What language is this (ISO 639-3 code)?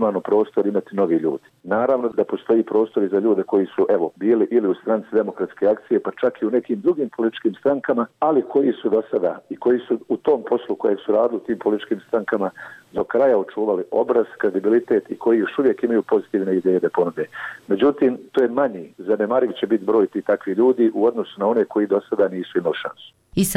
bos